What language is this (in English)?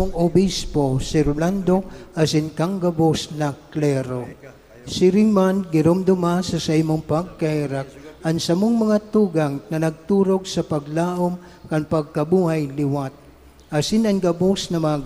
Bikol